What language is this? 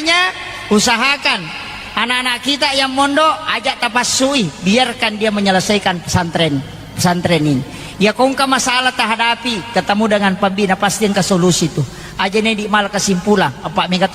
Buginese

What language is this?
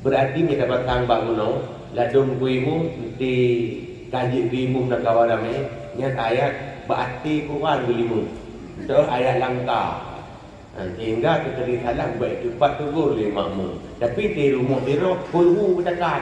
Achinese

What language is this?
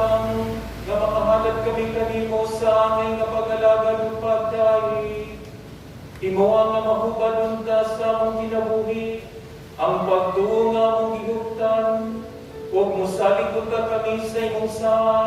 Cebuano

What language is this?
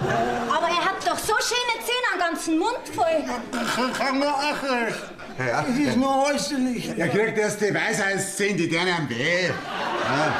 Bavarian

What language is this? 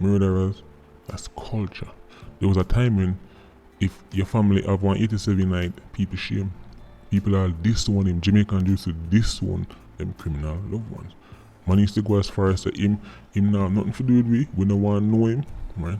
Jamaican Creole English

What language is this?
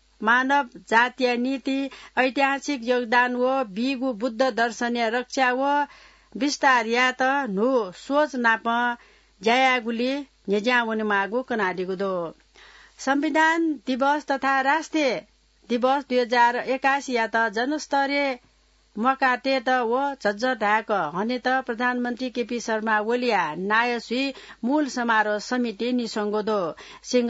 Newari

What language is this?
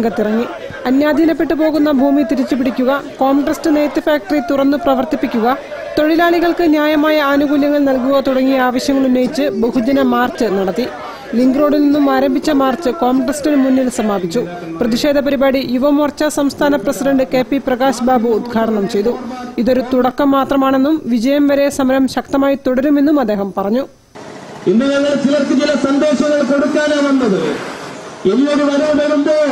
Malayalam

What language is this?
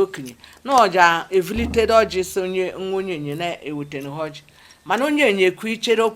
Igbo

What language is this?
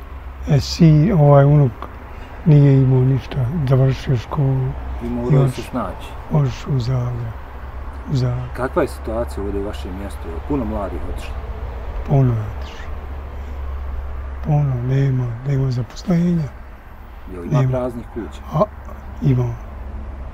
Bosnian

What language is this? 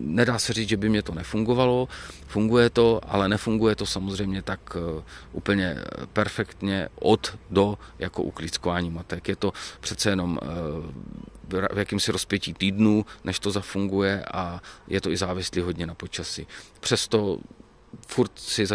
Czech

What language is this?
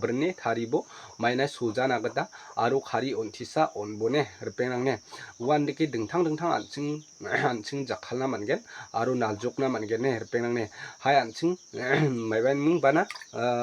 Garo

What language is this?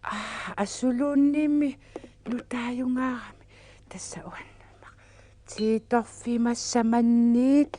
Kalaallisut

